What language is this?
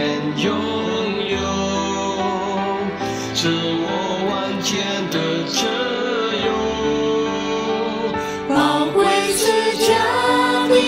Indonesian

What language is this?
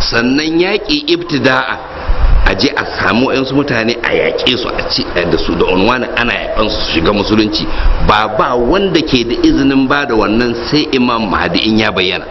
Hausa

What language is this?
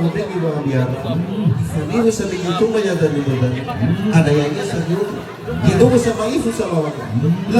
Nias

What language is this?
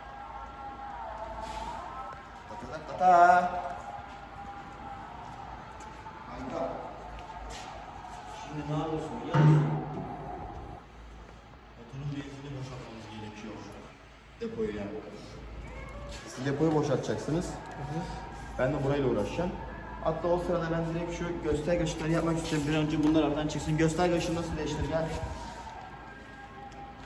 Turkish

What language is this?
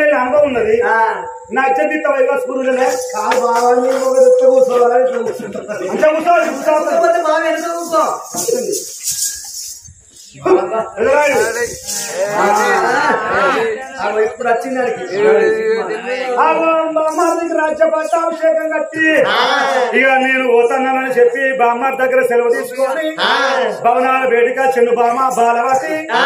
Telugu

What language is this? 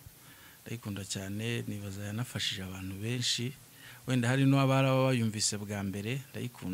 Kinyarwanda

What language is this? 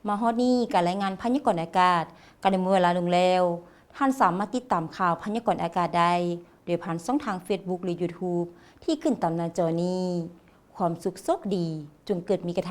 Lao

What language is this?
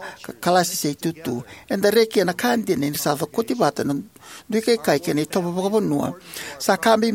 Fijian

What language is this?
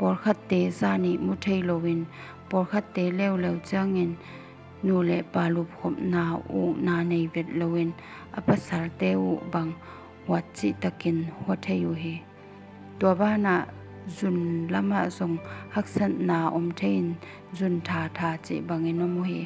Tedim Chin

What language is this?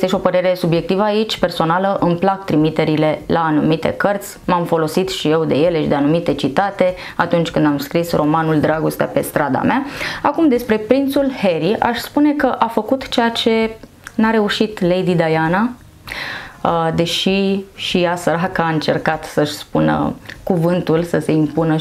Romanian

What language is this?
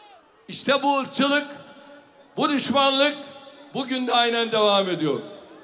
Turkish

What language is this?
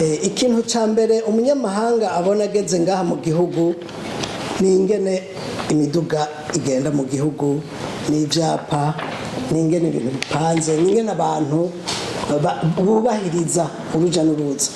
Rundi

